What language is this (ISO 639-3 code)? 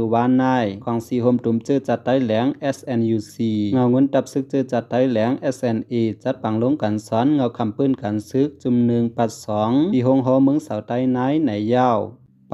shn